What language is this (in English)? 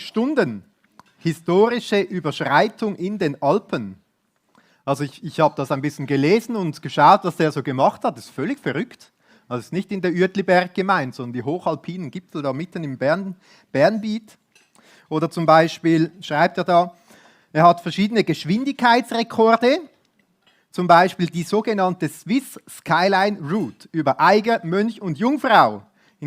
Swiss German